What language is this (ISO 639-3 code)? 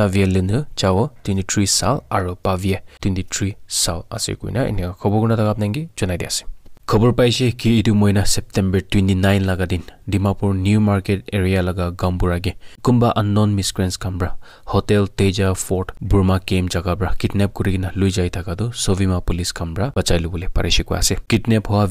nag